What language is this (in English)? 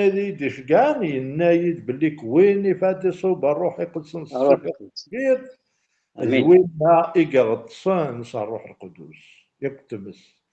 Kabyle